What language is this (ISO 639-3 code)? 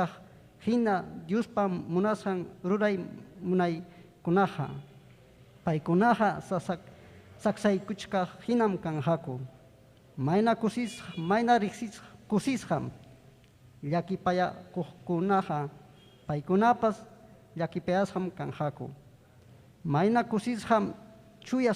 quy